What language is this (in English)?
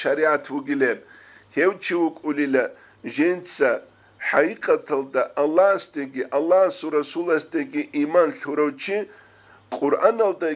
Avaric